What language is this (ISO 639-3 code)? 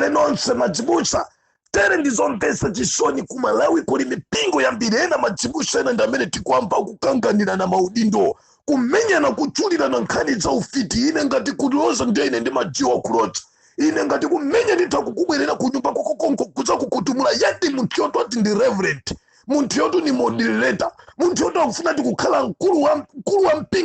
nya